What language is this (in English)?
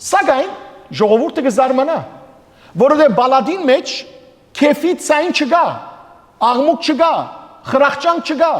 Western Armenian